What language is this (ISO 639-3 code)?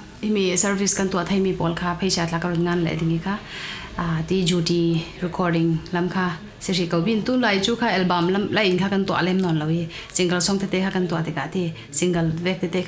cfm